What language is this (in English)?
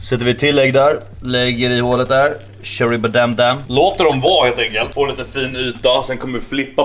Swedish